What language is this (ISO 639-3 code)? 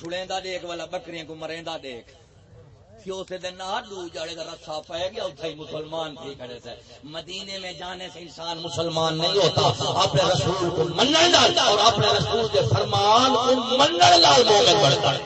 skr